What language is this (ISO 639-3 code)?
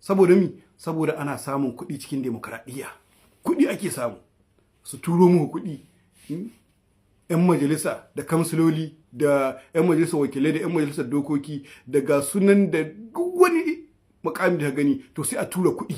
hau